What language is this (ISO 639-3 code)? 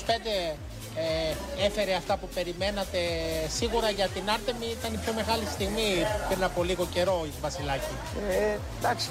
ell